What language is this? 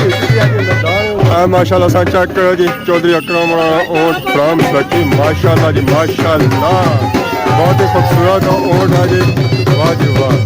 Pahari-Potwari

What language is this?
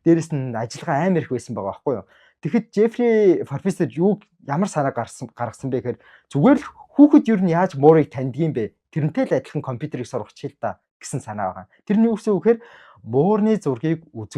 Mongolian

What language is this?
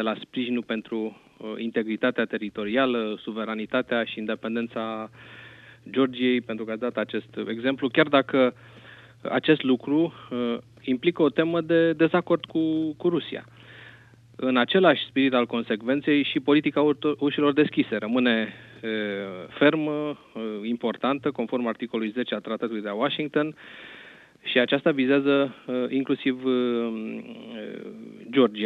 Romanian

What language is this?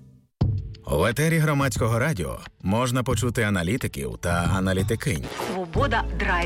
Ukrainian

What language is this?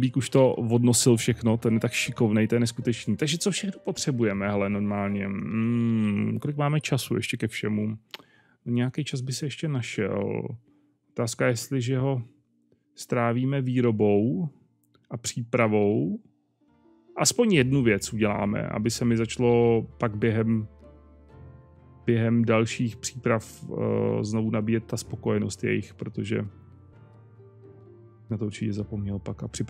Czech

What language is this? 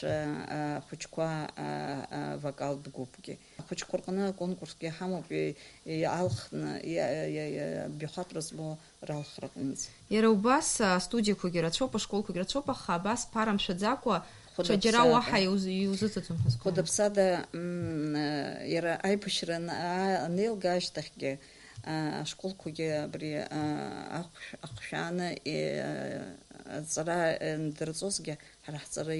Abkhazian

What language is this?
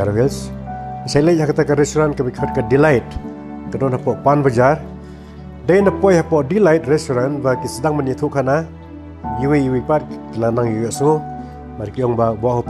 Khasi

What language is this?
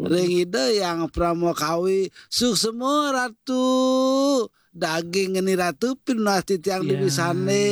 Balinese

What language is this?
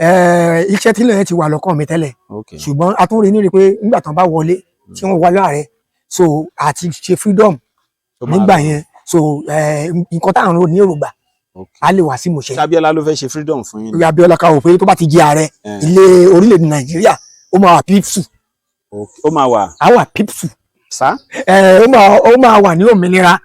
Yoruba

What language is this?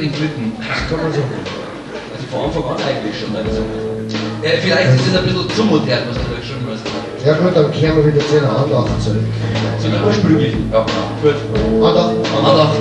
Bavarian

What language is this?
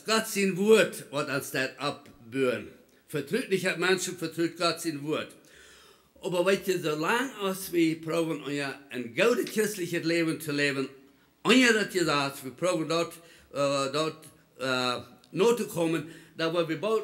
Plautdietsch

